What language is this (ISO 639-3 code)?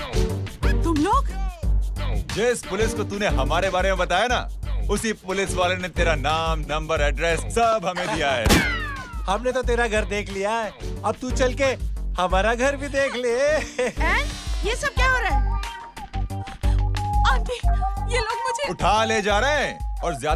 hin